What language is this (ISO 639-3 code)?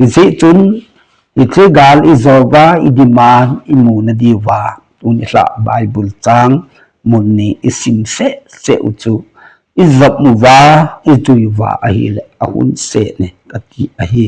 tcz